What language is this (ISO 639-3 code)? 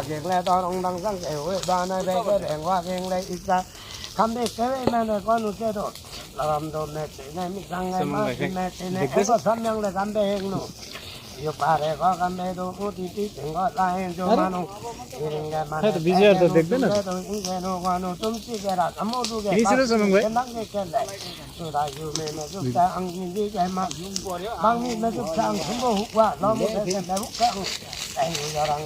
lif